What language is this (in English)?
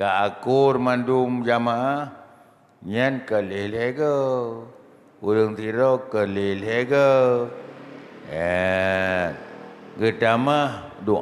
Achinese